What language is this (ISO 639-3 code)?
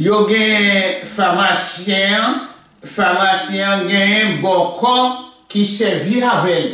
hat